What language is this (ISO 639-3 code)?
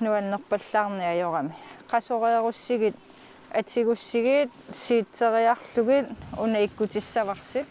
kal